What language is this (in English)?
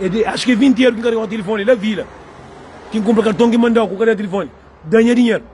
Kabuverdianu